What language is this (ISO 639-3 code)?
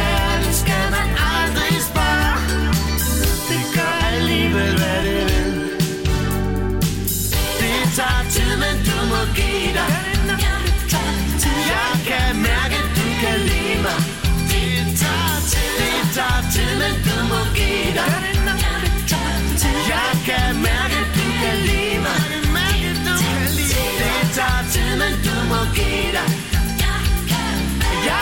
dan